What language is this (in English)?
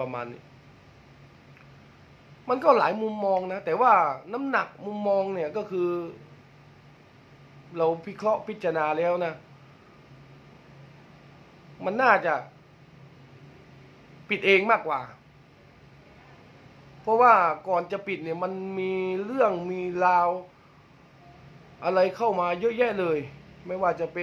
Thai